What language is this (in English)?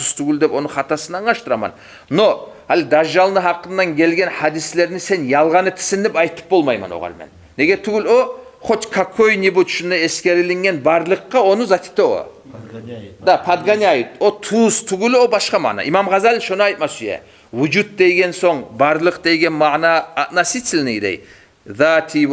Kumyk